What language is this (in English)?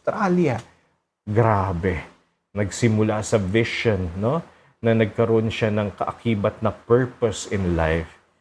Filipino